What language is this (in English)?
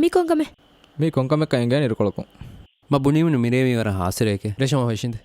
Divehi